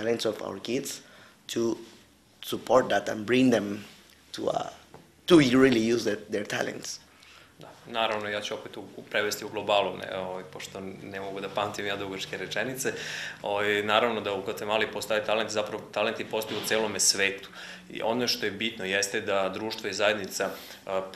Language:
Serbian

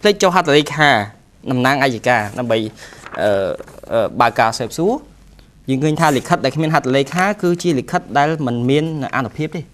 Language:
Khmer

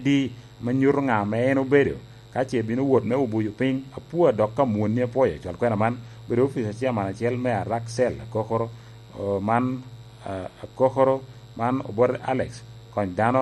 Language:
Lango (Uganda)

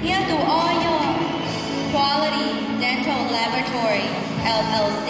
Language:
Hmong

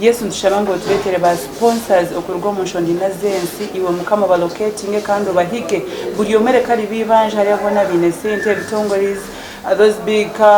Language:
Nyankole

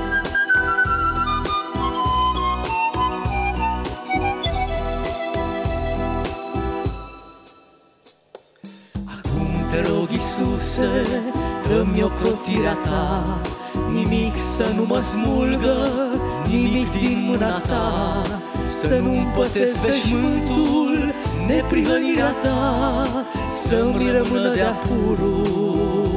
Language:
Romanian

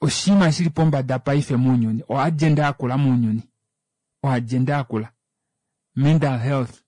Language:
Kuanyama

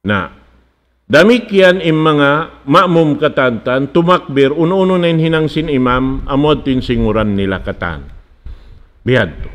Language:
Tausug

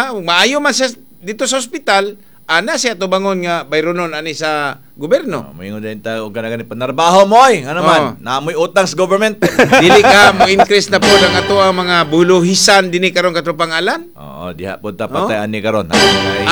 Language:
Cebuano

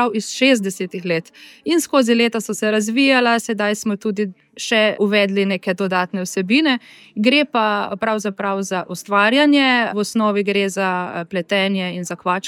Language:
Slovenian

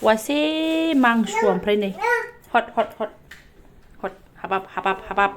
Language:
Bodo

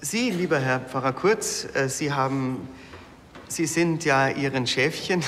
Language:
Bavarian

